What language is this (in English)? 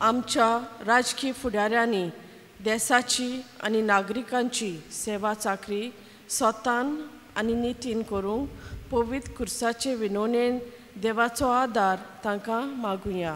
Konkani